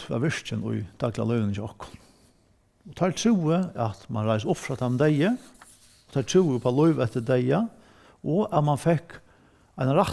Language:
Faroese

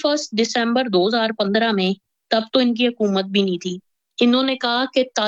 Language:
Urdu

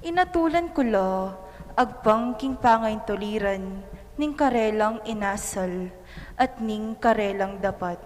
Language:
Pampanga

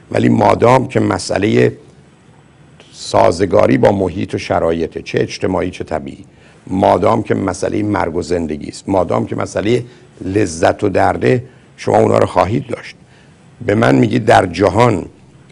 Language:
Persian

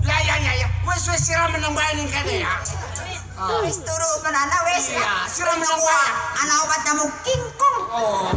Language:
Betawi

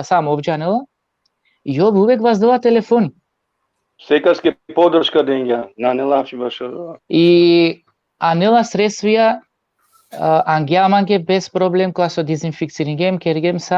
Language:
Balkan Romani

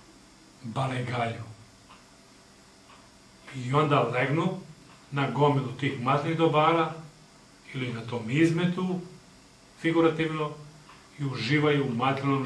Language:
Serbian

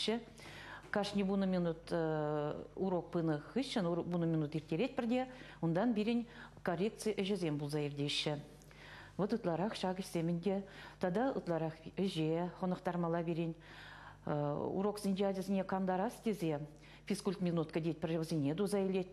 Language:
Chuvash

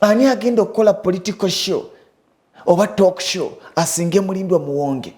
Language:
Ganda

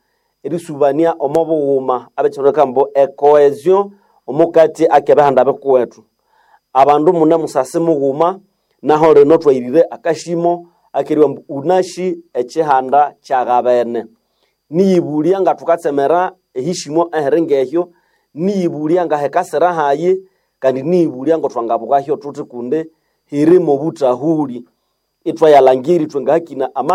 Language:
Nande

